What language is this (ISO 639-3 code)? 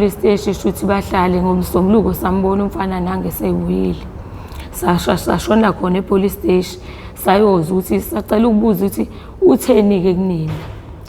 zul